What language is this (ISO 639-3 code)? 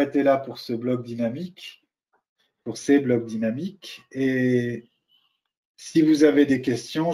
fra